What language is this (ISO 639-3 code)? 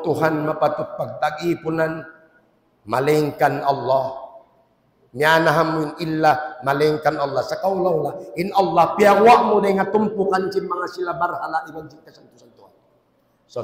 tsg